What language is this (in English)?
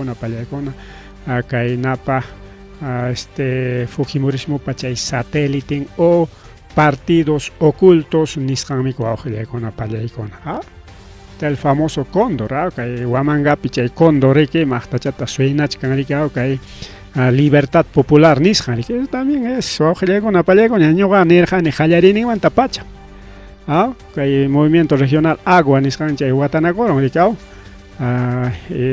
Ayacucho Quechua